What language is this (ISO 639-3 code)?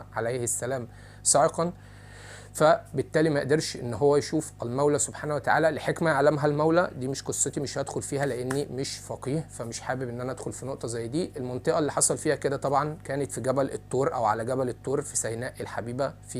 arz